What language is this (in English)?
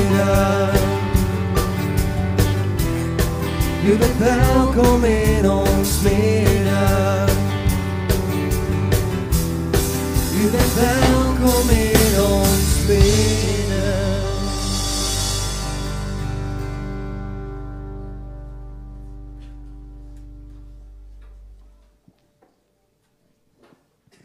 Dutch